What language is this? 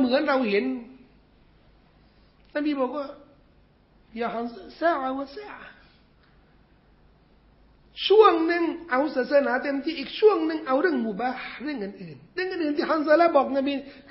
Thai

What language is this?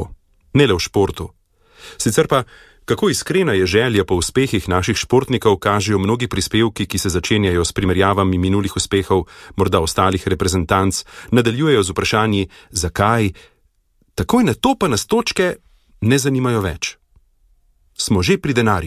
Slovenian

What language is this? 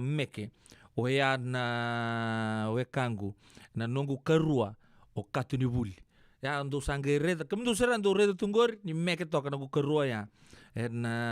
Fijian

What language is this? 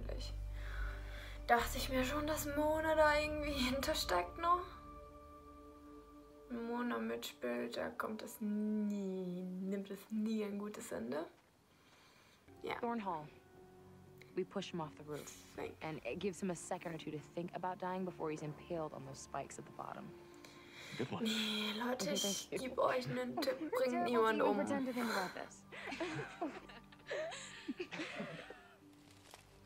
German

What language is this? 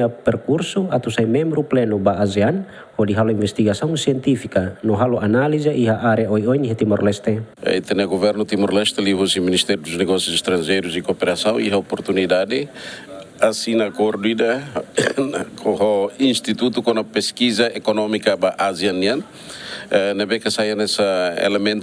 Tetum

